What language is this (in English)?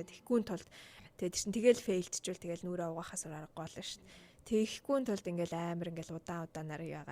Mongolian